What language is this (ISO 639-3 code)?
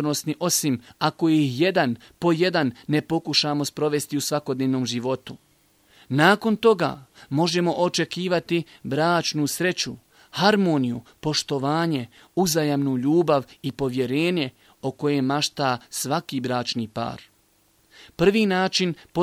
bos